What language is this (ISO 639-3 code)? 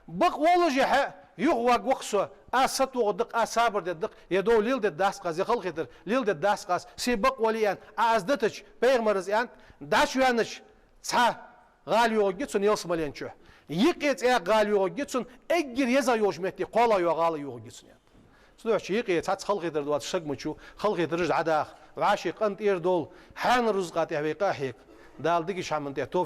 inh